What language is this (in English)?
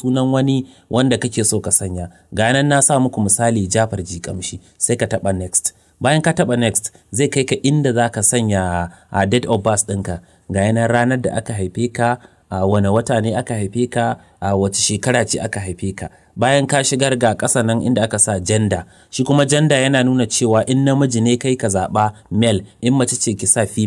Hausa